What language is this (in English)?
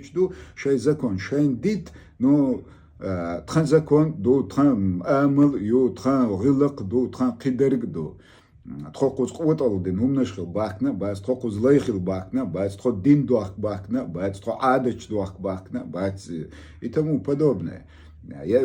Chechen